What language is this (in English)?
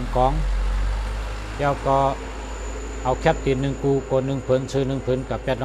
Shan